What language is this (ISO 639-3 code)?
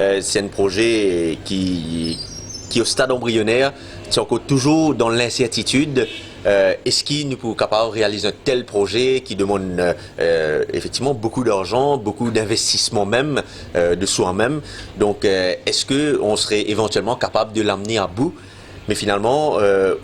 mfe